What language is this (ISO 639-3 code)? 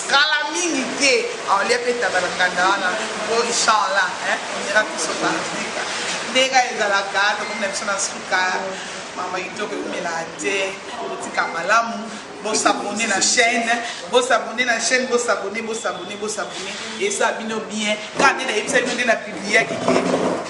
lin